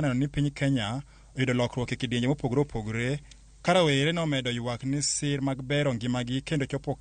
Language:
Luo (Kenya and Tanzania)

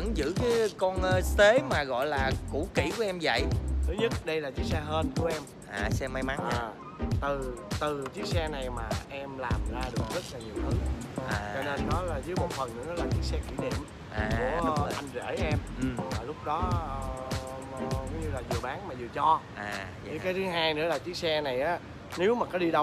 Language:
Vietnamese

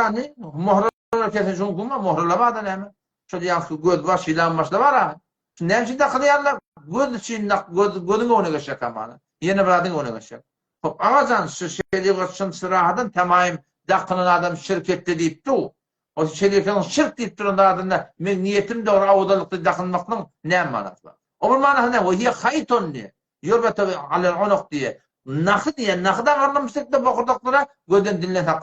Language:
Turkmen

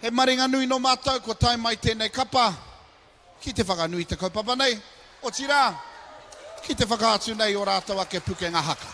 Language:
Māori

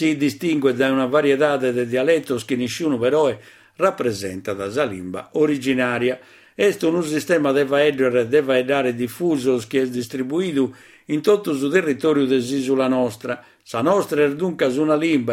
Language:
Sardinian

